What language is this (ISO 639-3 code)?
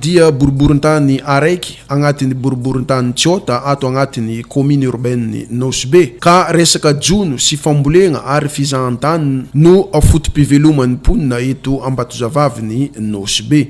mlg